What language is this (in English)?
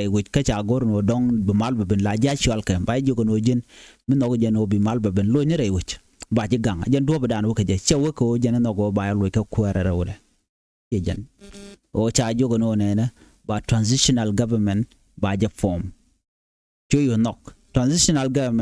Nuer